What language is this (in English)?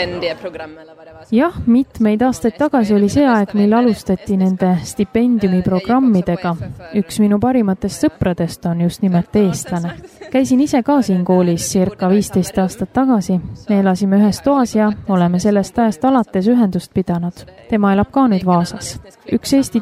Estonian